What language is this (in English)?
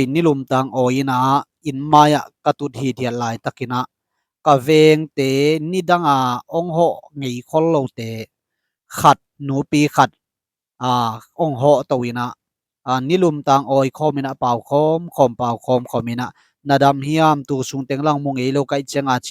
Tedim Chin